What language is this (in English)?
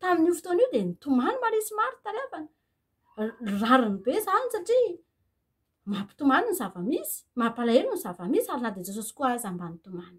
Malagasy